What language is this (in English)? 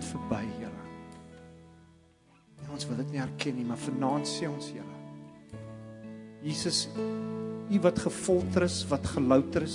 Afrikaans